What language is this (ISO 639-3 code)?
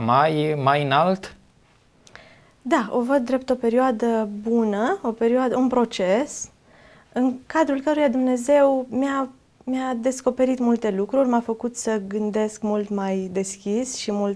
ron